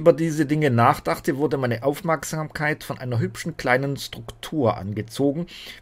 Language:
German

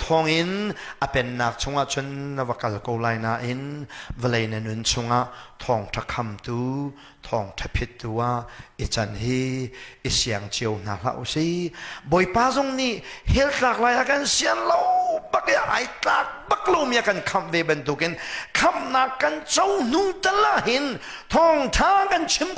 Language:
Hakha Chin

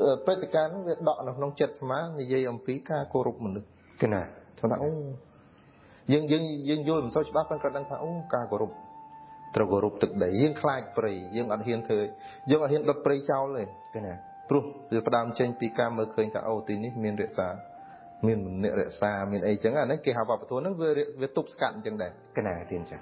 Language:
Khmer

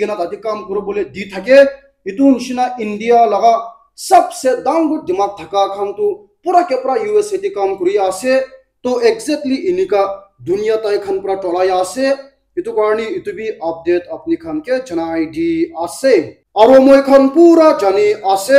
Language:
Naga Pidgin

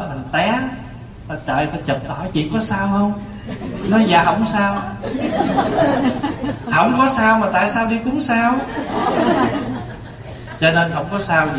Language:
Vietnamese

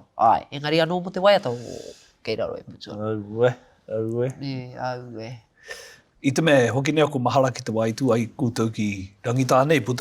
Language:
Māori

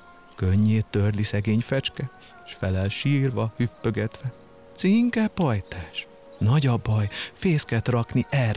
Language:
Hungarian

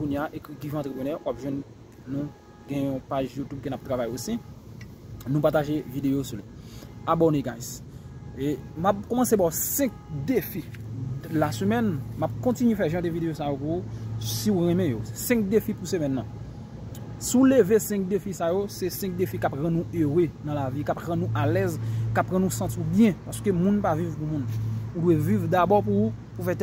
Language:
Haitian Creole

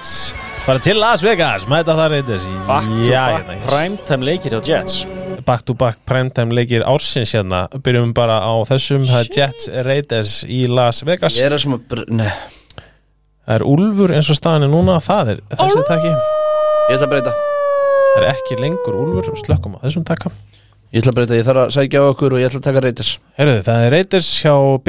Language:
Icelandic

